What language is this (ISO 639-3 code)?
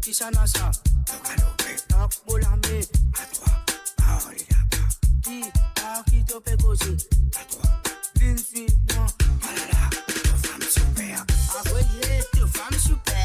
mfe